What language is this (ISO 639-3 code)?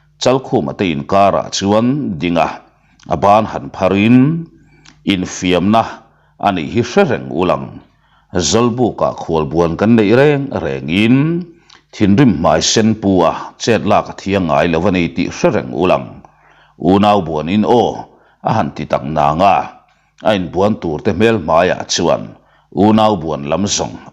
lus